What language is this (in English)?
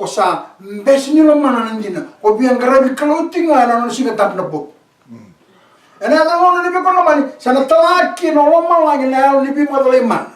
Fijian